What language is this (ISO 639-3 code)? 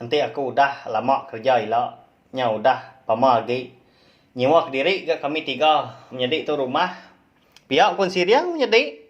iba